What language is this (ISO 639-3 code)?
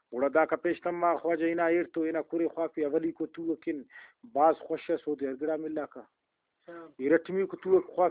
brh